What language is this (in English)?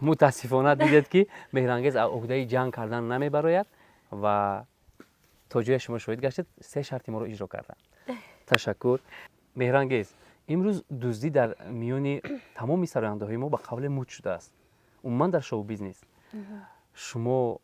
Tajik